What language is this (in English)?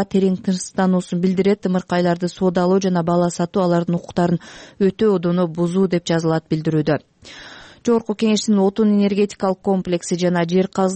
Kyrgyz